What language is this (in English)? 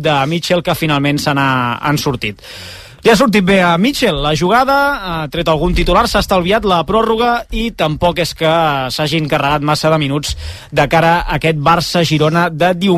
Catalan